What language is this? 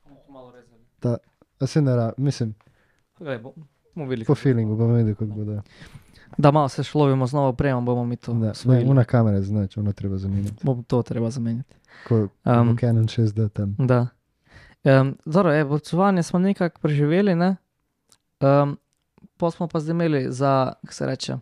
Slovenian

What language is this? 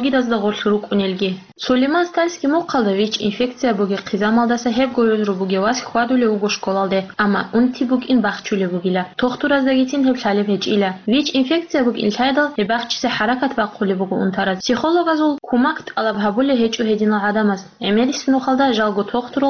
Avaric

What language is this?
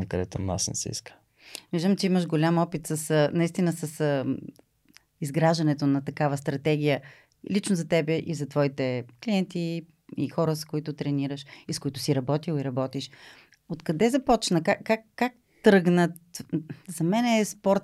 Bulgarian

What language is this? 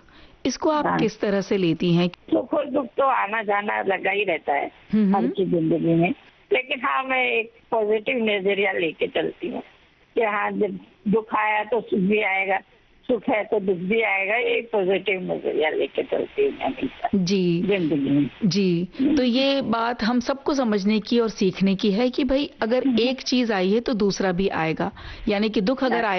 Hindi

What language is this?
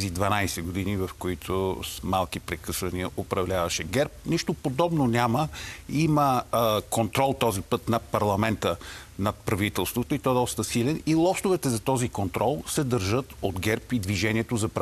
Bulgarian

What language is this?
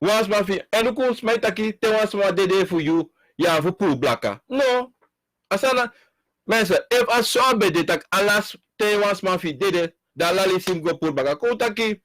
Sranan Tongo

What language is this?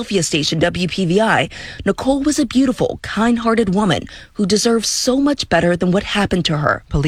English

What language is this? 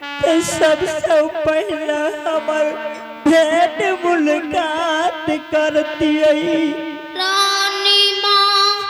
Angika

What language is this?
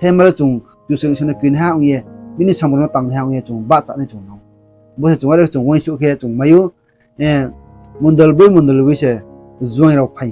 Riang (India)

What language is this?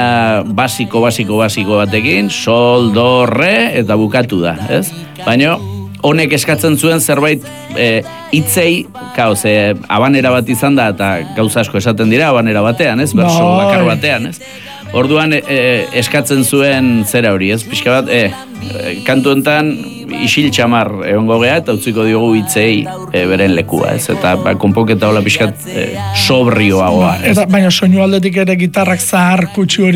Basque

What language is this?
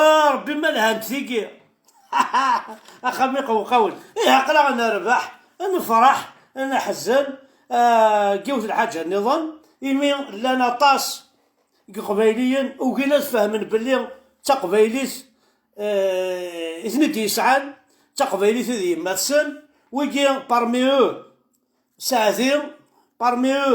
Kabyle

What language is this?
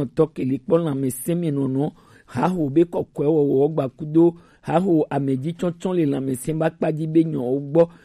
Gen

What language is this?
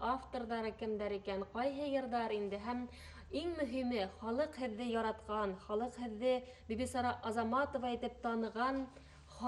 Bashkir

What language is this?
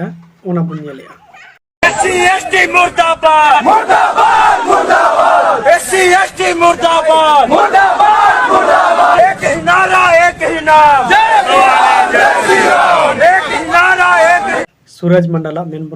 Santali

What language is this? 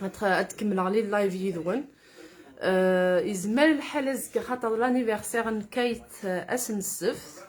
Kabyle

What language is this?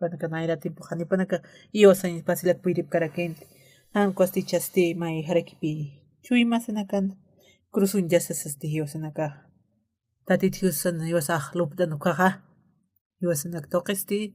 Aymara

